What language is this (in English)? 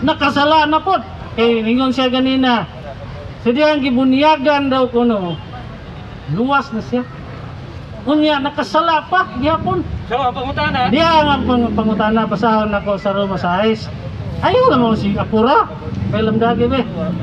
Cebuano